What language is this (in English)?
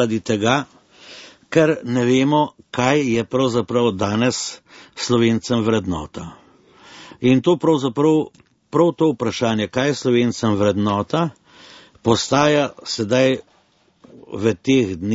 Slovenian